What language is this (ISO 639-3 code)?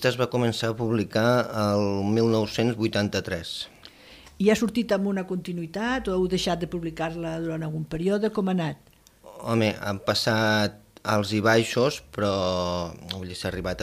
cat